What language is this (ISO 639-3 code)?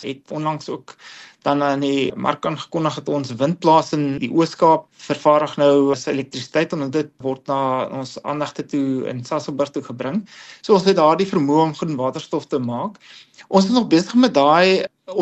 afr